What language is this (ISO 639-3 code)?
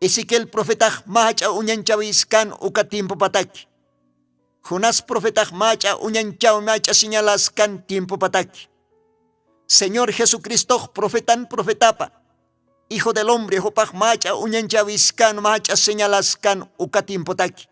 aym